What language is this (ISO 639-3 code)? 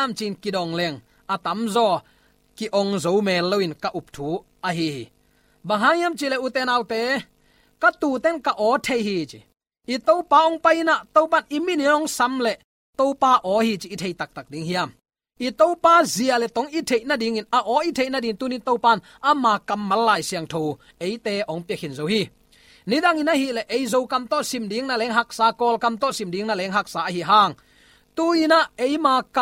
ctd